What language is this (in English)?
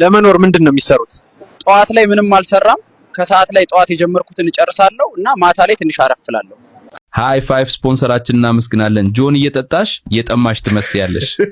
Amharic